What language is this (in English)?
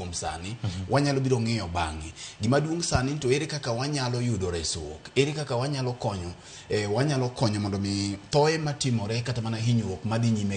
Luo (Kenya and Tanzania)